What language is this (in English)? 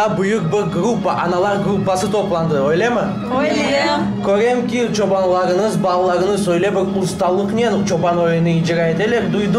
Crimean Tatar